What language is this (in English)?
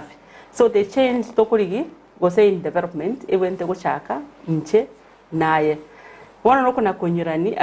Gusii